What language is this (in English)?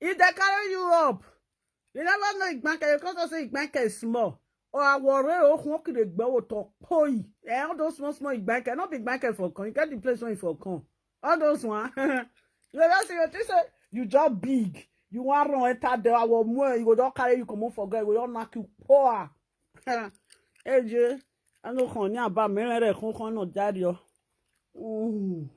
Nigerian Pidgin